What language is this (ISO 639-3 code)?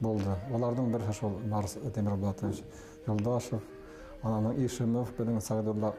bak